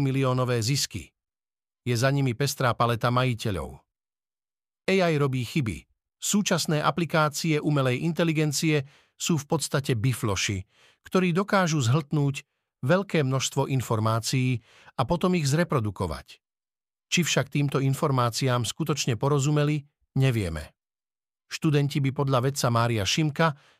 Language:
Slovak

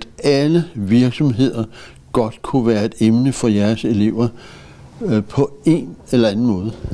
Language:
Danish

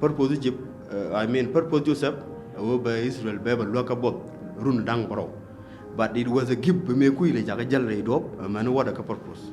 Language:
Nuer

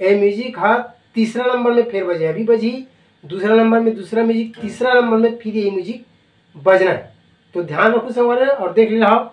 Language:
Chhattisgarhi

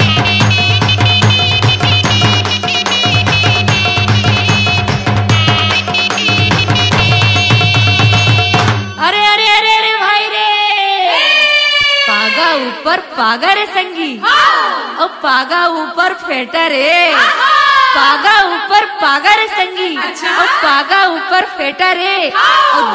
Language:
Chhattisgarhi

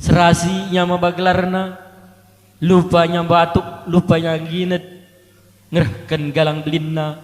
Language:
Batak Karo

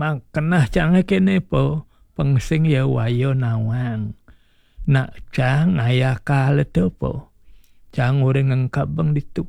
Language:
Balinese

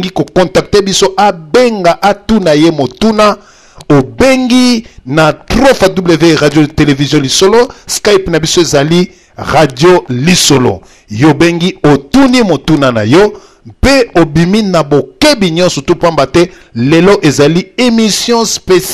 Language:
Lingala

